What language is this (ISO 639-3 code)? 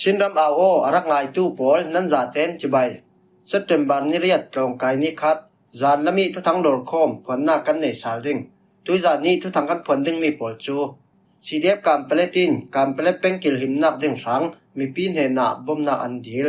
cfm